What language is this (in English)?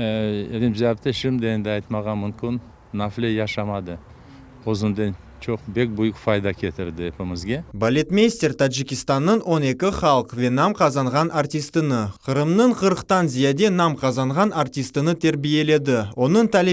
Crimean Tatar